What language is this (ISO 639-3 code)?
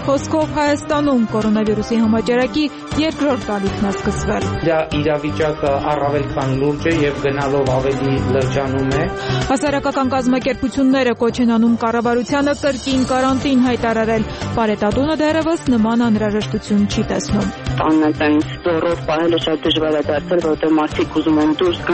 hye